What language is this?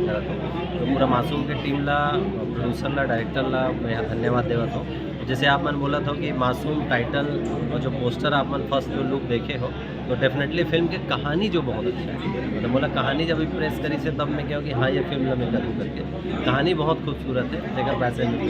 Chhattisgarhi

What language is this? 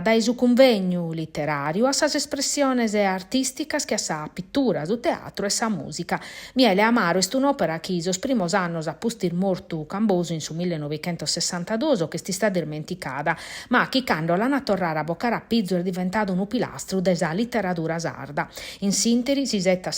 Sardinian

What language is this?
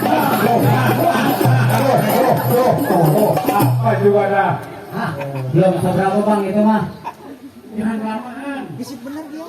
Betawi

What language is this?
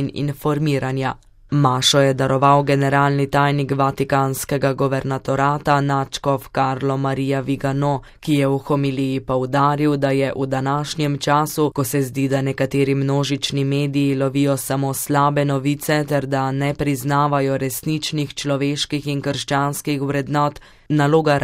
Slovenian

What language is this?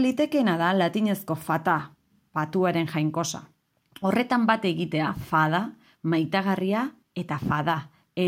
Basque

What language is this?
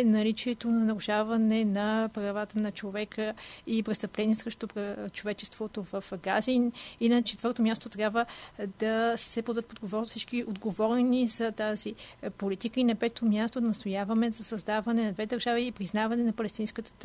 Bulgarian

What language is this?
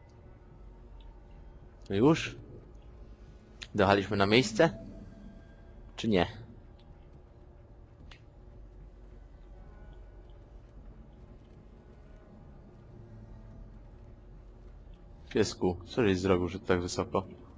Polish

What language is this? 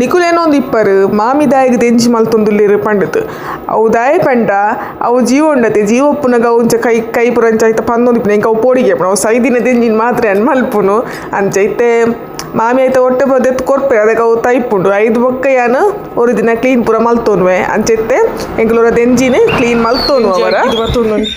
Tulu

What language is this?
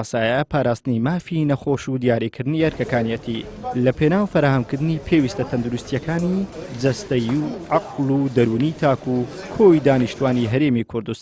Central Kurdish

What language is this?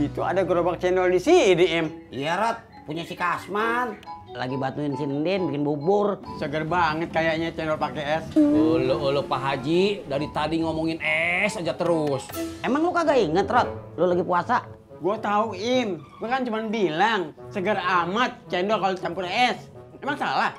Betawi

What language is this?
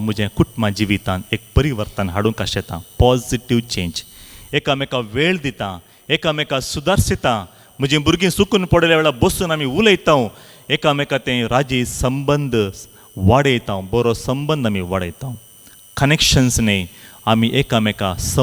Konkani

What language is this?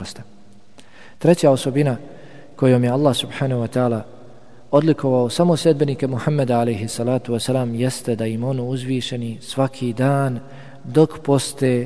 Bosnian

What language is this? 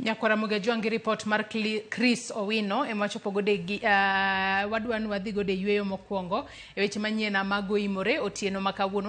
Luo (Kenya and Tanzania)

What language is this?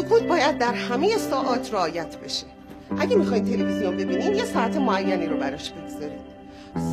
Persian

